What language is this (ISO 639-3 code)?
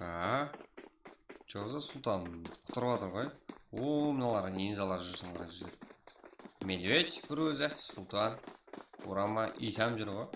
kaa